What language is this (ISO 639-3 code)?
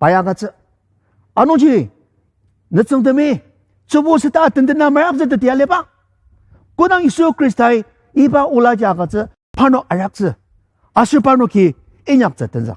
njo